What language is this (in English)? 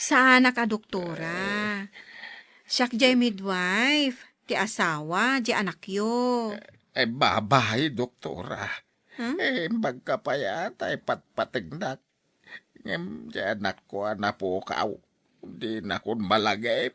Iloko